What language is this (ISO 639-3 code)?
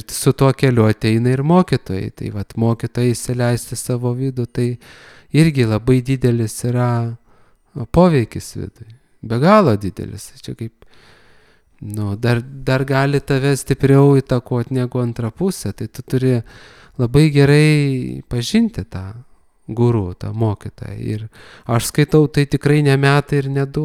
lit